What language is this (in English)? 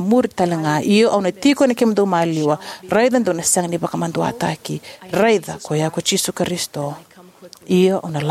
Fijian